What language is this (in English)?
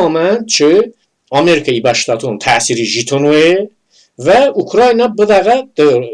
Talysh